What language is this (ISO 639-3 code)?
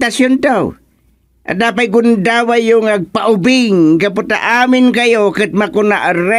ilo